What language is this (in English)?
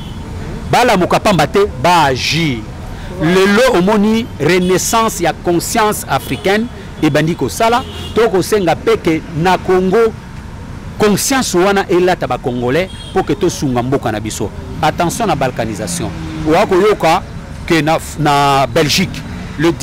Lingala